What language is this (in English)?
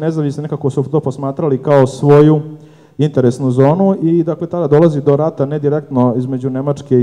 Serbian